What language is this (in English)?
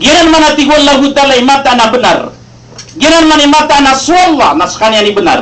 Maranao